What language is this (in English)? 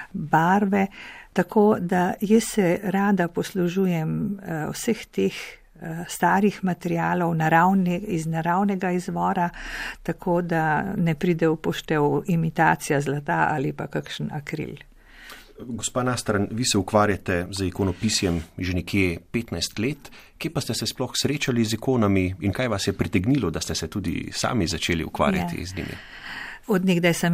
Slovenian